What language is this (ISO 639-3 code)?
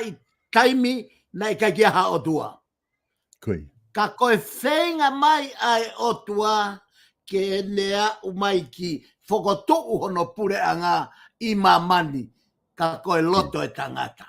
ton